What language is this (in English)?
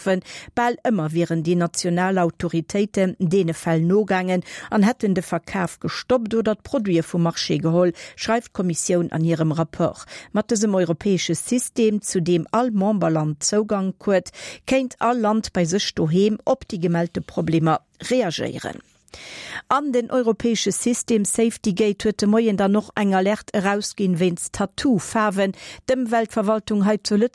Luxembourgish